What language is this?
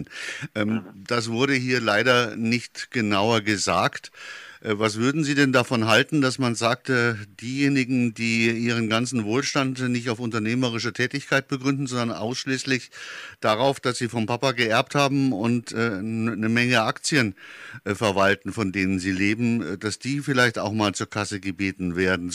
German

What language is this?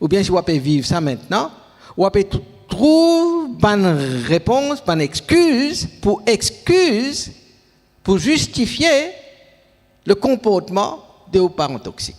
Morisyen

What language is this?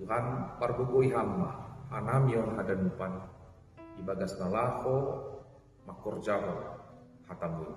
Batak Simalungun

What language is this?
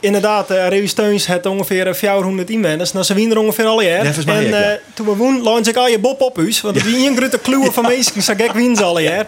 Western Frisian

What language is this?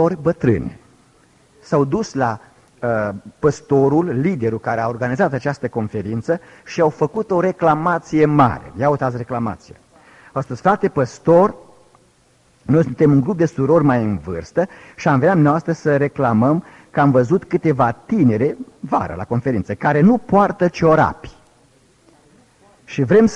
Romanian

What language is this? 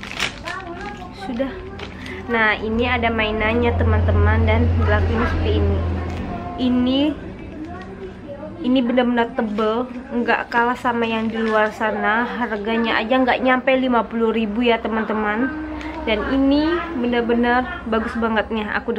Indonesian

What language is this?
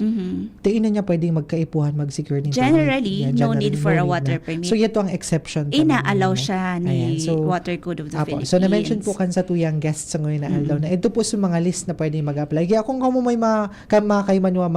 Bikol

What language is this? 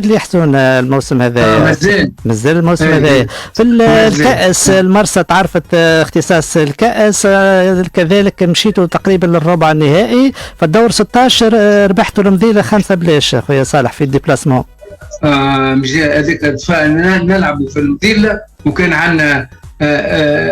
Tunisian Arabic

